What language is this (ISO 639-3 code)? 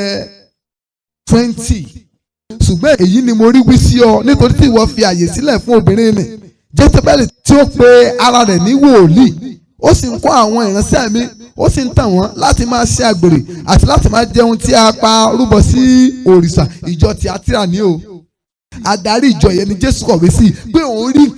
yor